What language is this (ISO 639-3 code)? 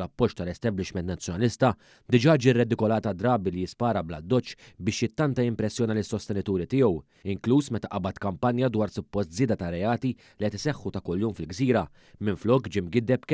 mlt